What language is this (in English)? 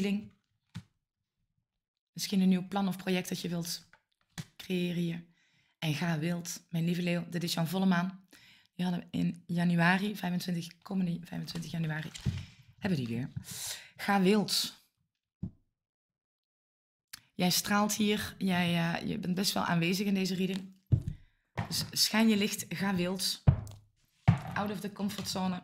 Dutch